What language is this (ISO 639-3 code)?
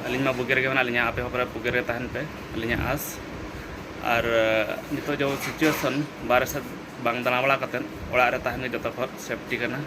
sat